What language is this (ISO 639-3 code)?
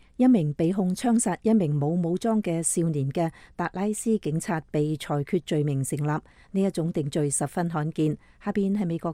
yue